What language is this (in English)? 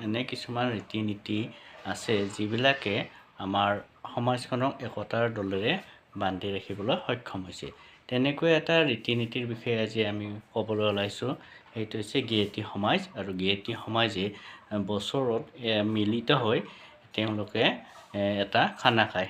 Assamese